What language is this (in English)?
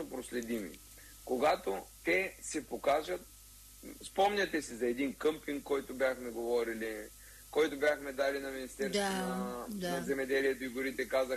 Bulgarian